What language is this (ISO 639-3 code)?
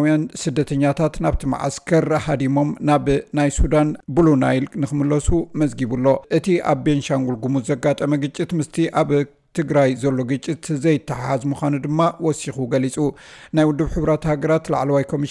tir